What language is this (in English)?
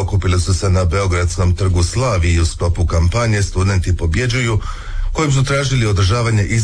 Croatian